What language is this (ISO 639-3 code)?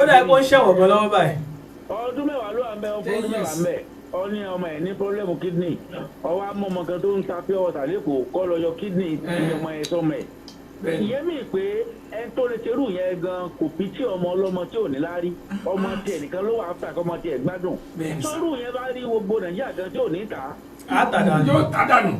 yor